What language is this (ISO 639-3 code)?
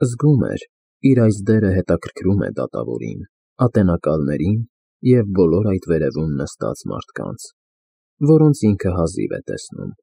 hye